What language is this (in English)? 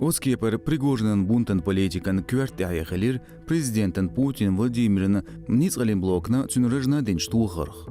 Chechen